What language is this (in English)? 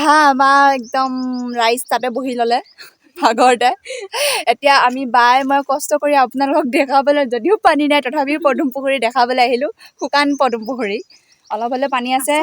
Assamese